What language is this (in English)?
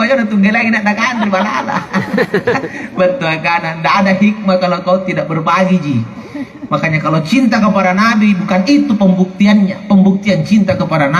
Makasar